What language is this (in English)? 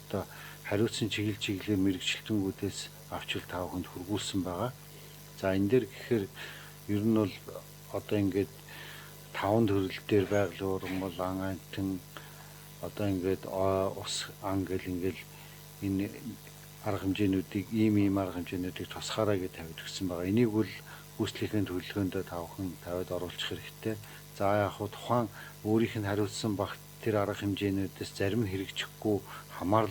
Mongolian